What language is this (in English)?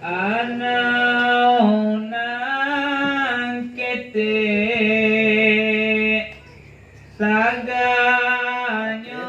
Minangkabau